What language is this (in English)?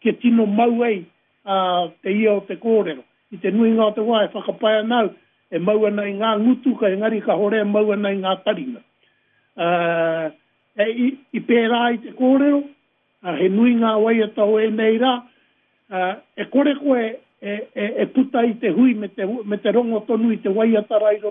Māori